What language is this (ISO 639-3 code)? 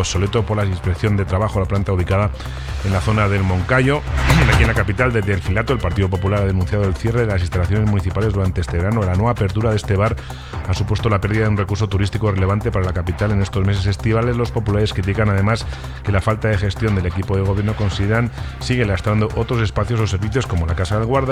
spa